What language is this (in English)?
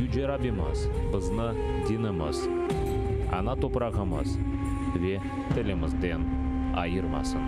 Crimean Tatar